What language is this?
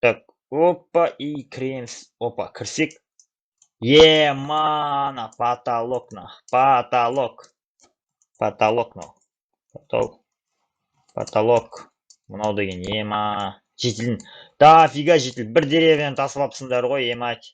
Kazakh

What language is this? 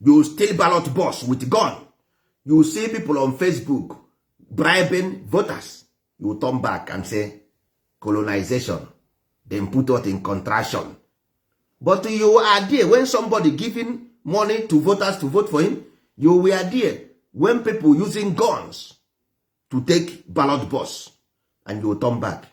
Igbo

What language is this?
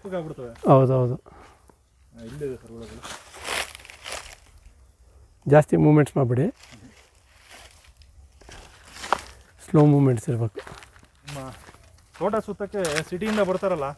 Kannada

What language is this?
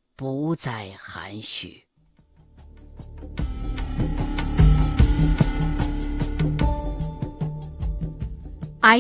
Chinese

